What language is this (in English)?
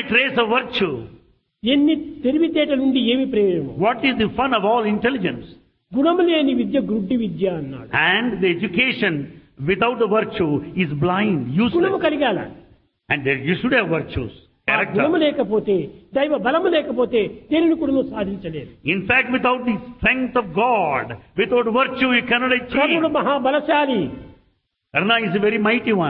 Telugu